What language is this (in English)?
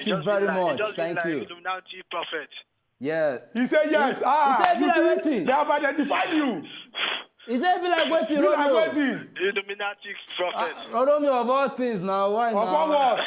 Nigerian Pidgin